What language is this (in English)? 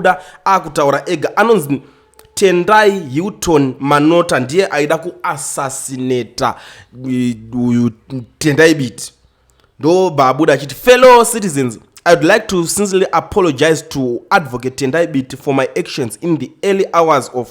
Shona